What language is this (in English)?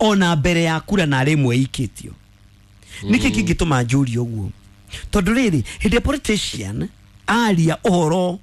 Kikuyu